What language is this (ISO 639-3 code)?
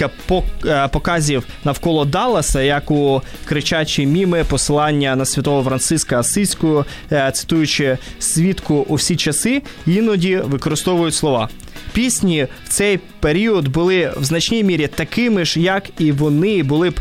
ukr